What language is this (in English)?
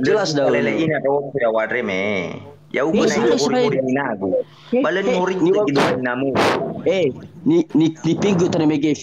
Nias